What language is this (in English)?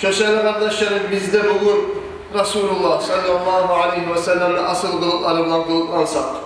Kumyk